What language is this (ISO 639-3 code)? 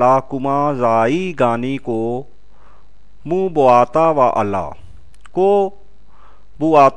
hau